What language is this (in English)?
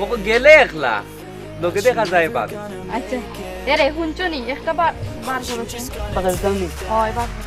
Sylheti